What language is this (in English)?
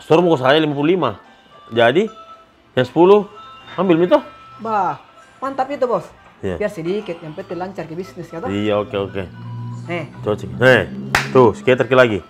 Makassar Malay